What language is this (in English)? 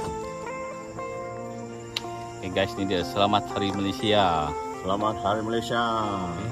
Malay